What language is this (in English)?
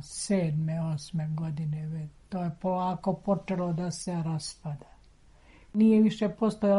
Serbian